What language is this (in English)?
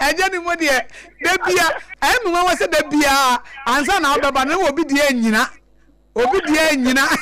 Akan